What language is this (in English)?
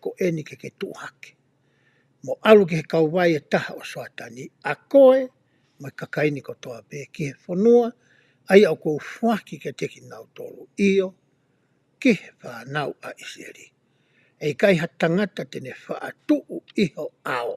Tongan